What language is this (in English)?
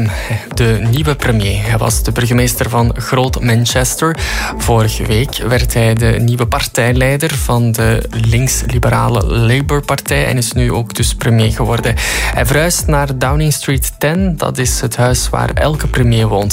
Dutch